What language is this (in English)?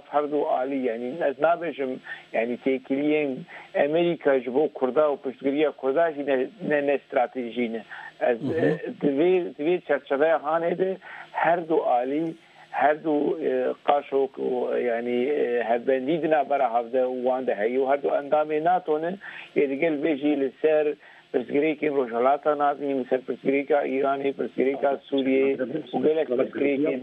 Kurdish